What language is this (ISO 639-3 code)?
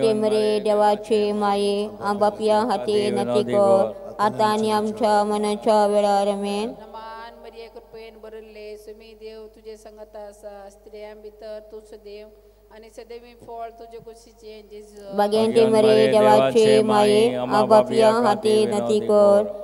kok